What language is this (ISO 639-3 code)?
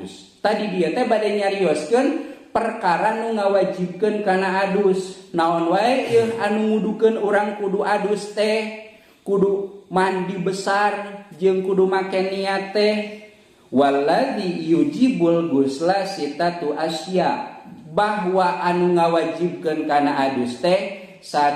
sun